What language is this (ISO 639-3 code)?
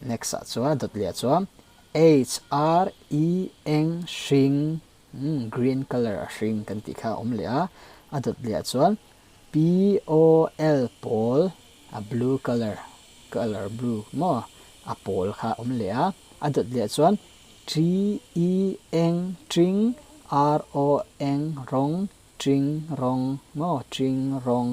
lus